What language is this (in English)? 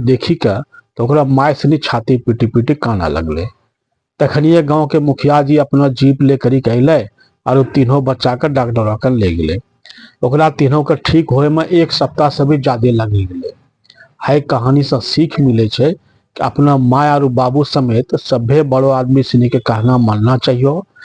Angika